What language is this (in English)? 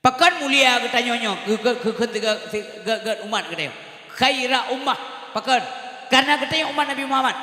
Achinese